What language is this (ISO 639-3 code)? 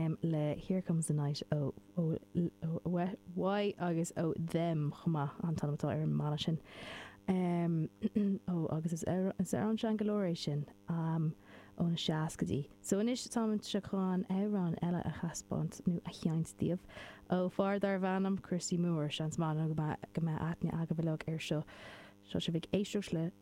gle